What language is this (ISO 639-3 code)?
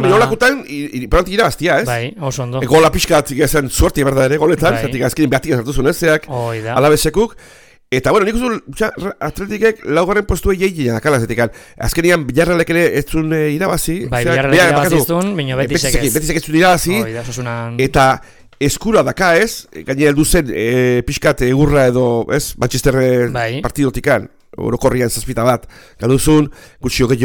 eus